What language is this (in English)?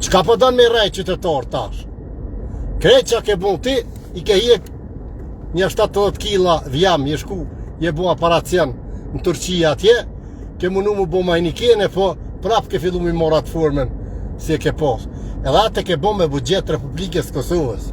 Albanian